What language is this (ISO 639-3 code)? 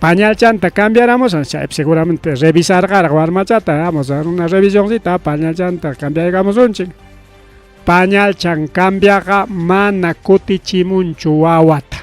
quy